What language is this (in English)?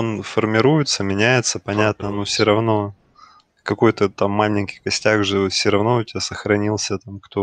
Russian